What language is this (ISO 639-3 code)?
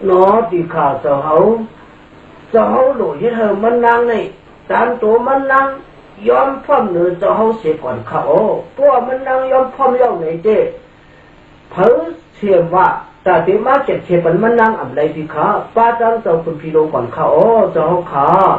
shn